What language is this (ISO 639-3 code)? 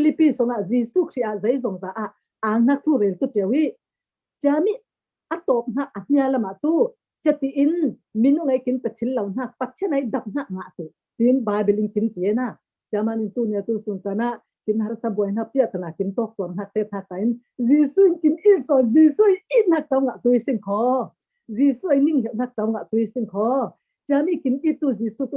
cfm